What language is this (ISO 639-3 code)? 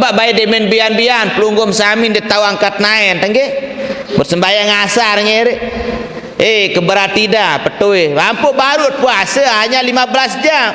sas